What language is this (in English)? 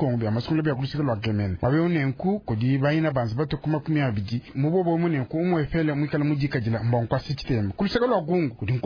Luba-Lulua